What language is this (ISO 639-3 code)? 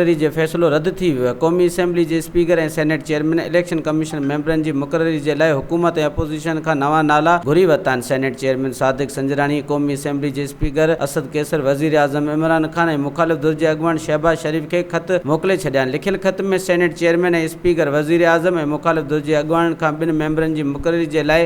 snd